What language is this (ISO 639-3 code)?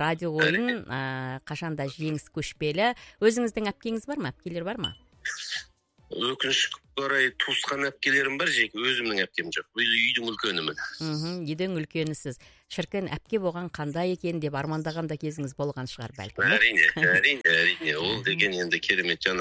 kaz